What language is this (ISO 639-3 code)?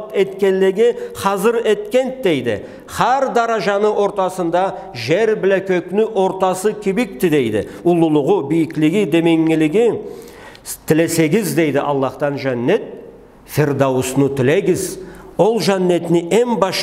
krc